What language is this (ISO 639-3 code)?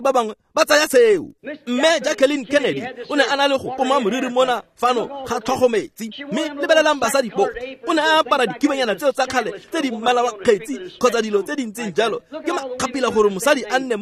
tsn